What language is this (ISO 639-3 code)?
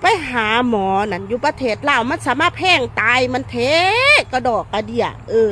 lao